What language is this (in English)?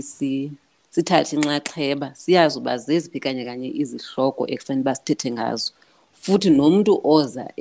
Xhosa